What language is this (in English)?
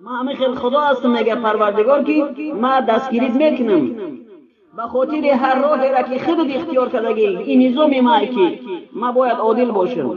Tajik